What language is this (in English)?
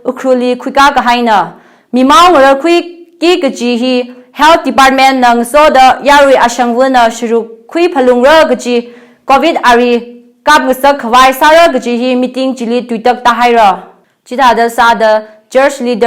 Tangkhul Naga (India)